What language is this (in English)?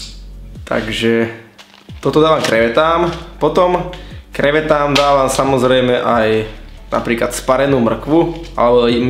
Slovak